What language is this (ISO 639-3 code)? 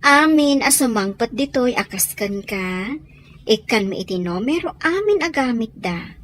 ilo